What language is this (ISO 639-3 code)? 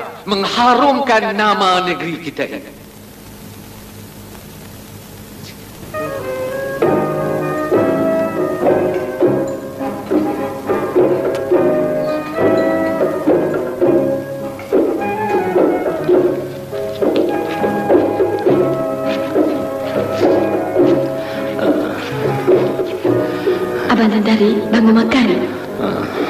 msa